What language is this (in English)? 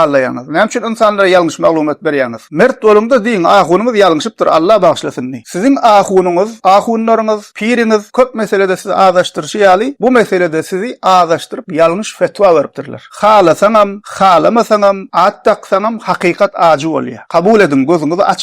Turkmen